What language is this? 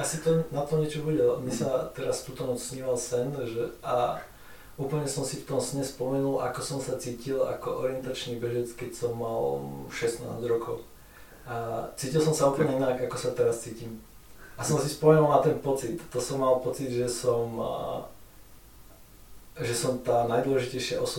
Slovak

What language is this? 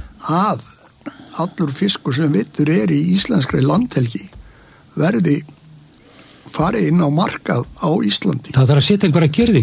Icelandic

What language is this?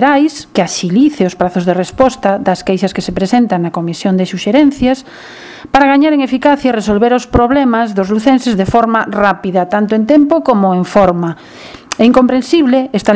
Galician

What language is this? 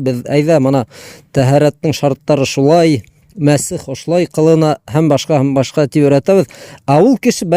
Bashkir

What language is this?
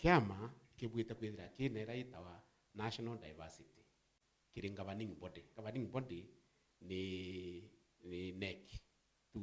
Meru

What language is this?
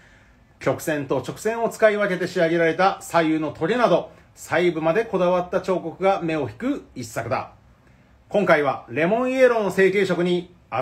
Japanese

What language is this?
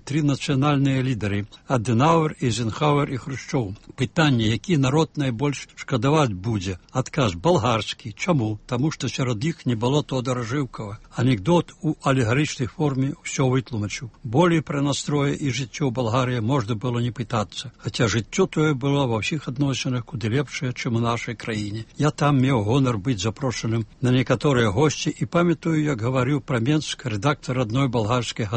Belarusian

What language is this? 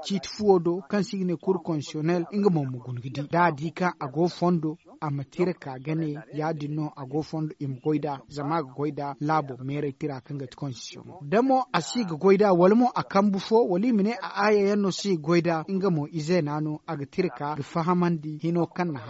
Zarma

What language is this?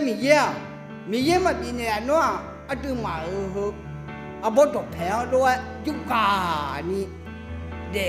Akha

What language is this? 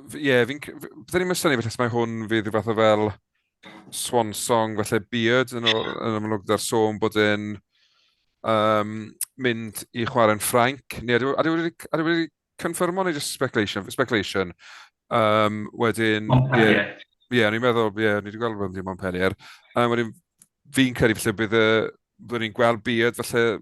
Welsh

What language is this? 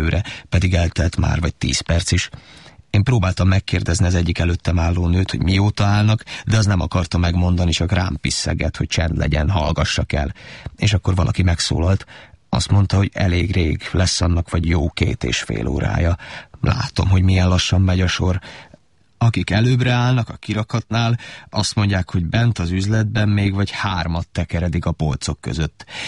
Hungarian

